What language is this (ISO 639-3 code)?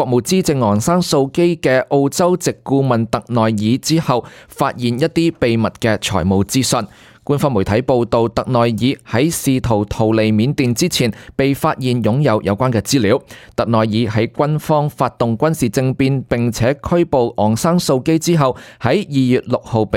yue